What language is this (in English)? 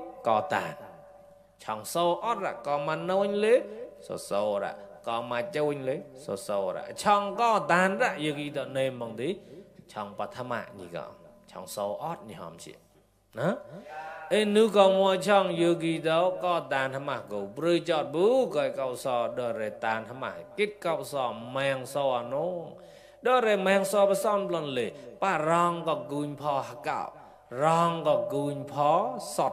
Mon